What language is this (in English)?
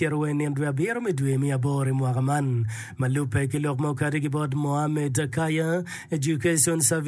Acoli